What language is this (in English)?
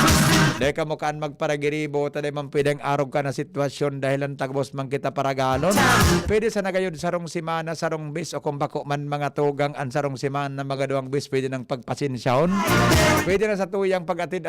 Bikol